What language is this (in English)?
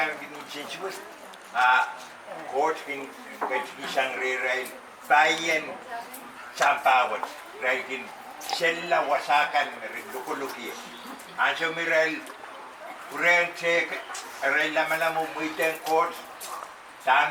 Pohnpeian